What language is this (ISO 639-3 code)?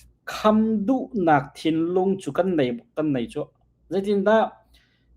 cnh